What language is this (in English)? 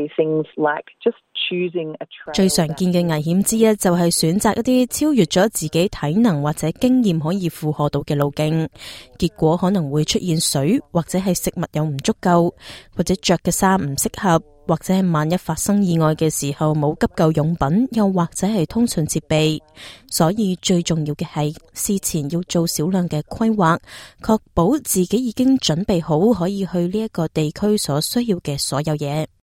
Cantonese